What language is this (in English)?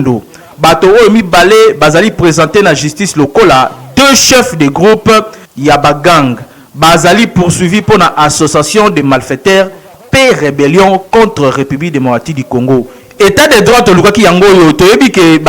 Lingala